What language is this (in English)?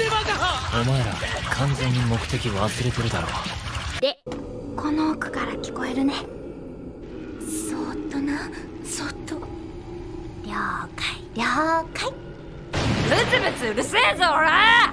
Japanese